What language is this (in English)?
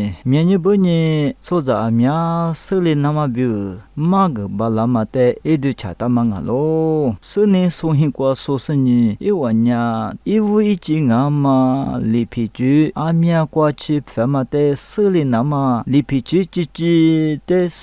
Lisu